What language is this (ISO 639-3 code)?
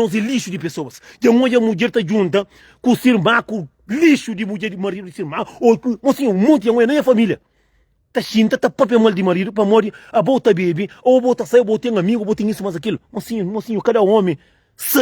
kea